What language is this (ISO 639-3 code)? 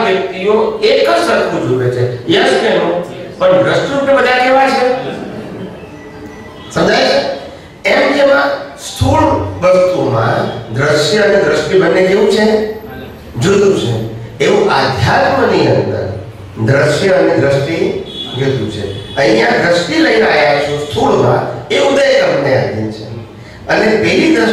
guj